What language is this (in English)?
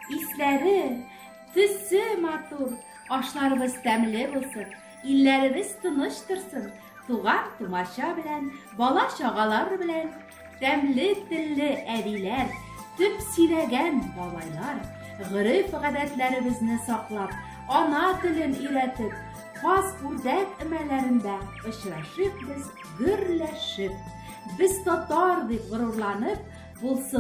Tatar